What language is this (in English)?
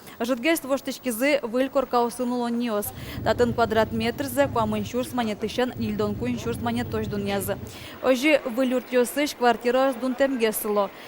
Udmurt